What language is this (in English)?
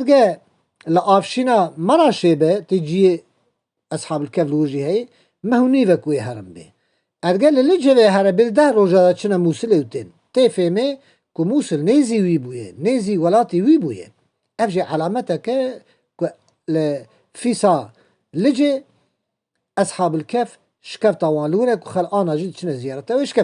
Kurdish